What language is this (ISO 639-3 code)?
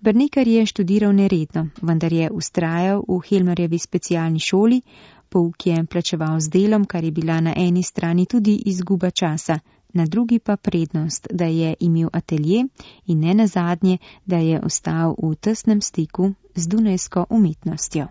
slv